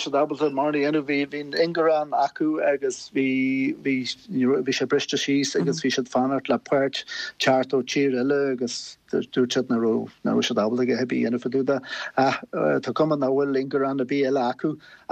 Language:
Irish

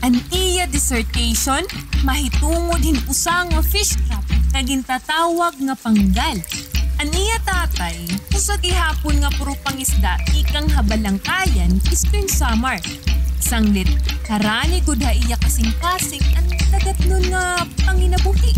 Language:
Waray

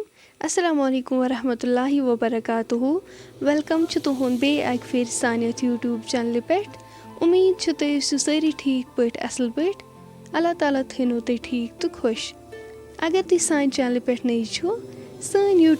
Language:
Kashmiri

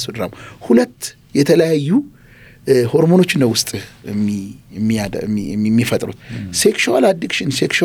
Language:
Amharic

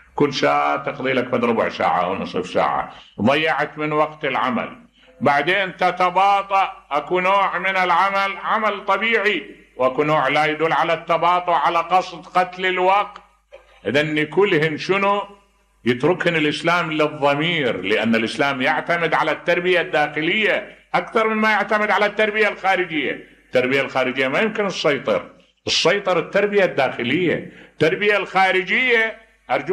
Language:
Mesopotamian Arabic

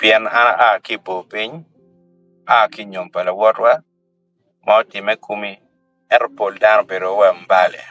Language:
Acoli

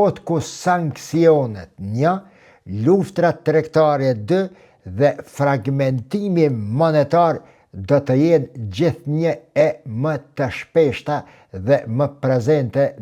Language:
Albanian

